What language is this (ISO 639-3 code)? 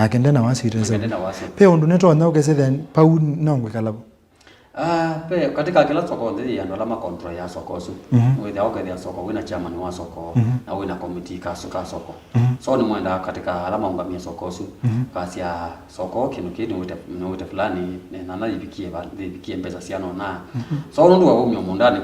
kam